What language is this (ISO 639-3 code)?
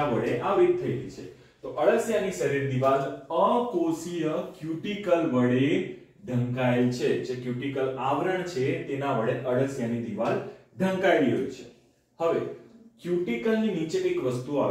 guj